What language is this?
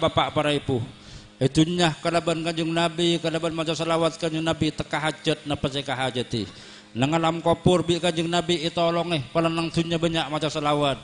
Madurese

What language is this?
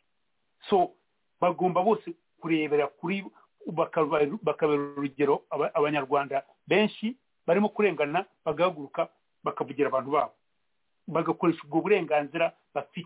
Kinyarwanda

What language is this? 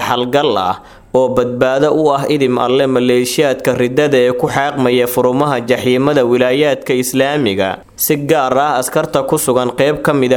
Somali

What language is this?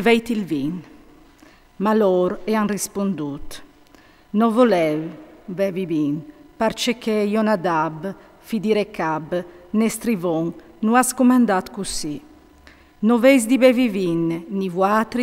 Friulian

